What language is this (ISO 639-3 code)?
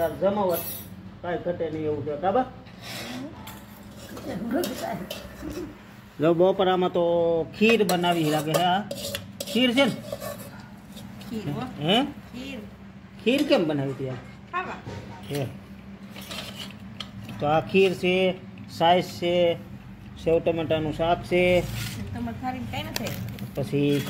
guj